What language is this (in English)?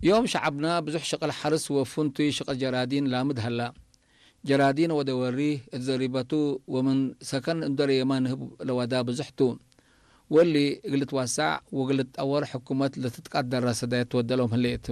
Tigre